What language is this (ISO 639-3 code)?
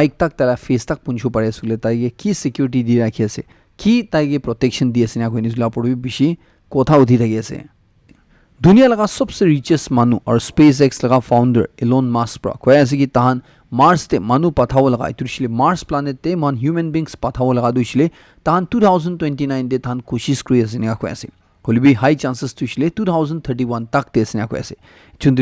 nag